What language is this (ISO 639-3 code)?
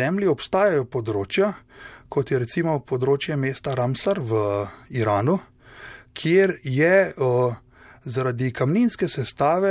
slv